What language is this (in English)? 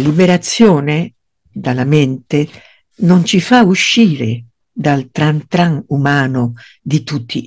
Italian